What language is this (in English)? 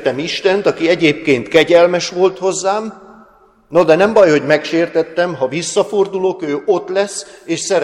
Hungarian